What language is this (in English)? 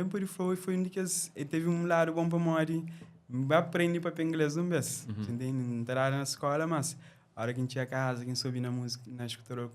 Kabuverdianu